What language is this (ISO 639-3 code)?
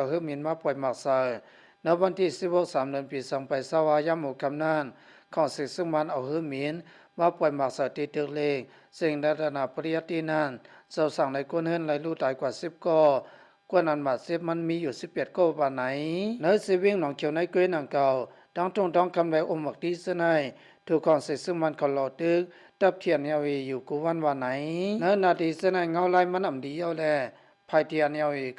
lao